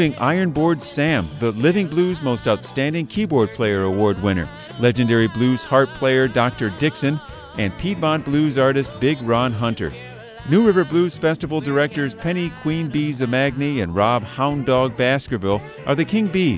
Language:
English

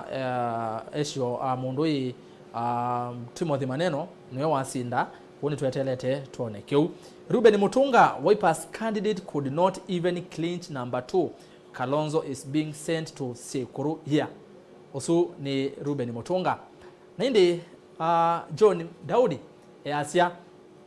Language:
Kamba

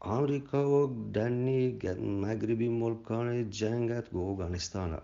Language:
Eastern Balochi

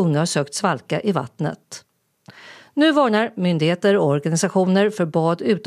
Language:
Swedish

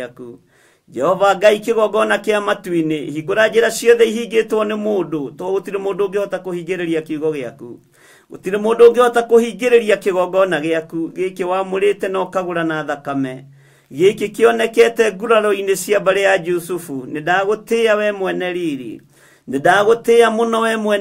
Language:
Kikuyu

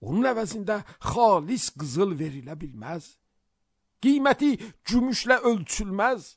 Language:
Azerbaijani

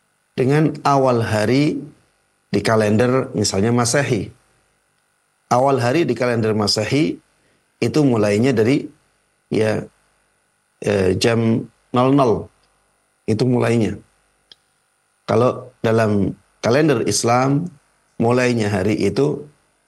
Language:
Indonesian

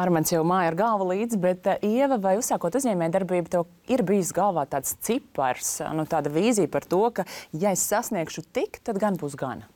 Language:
Latvian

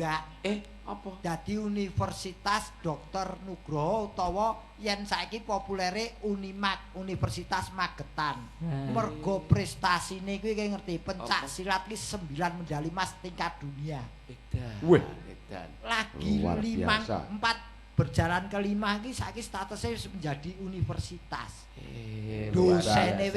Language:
Javanese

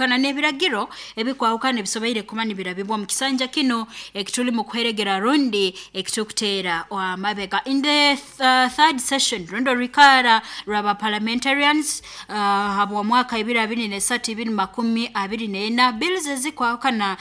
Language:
Nyoro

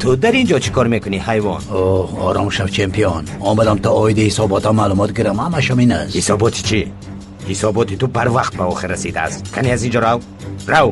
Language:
Tajik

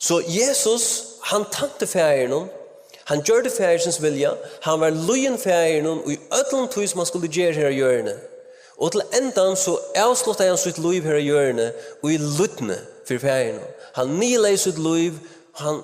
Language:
Faroese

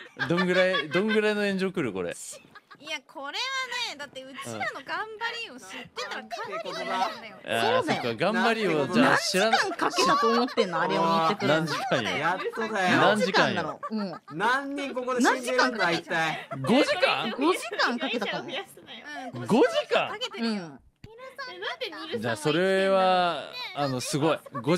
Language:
Japanese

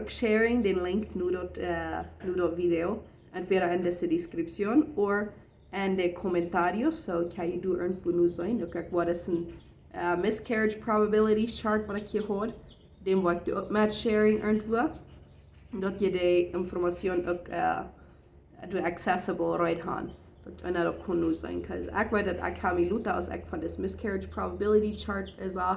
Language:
Plautdietsch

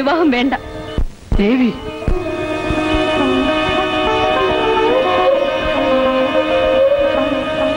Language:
Malayalam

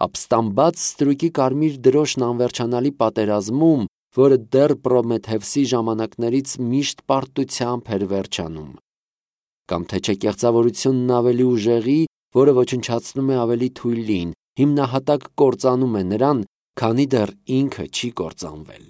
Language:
Armenian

